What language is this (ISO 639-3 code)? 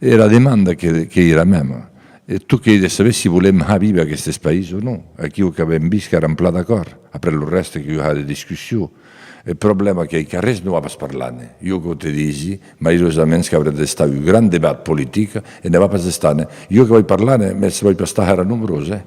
oci